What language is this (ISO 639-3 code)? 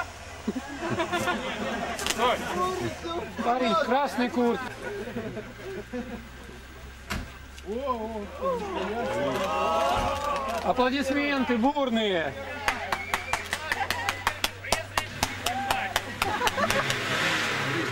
rus